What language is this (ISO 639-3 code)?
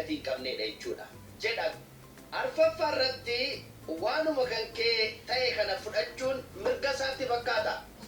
orm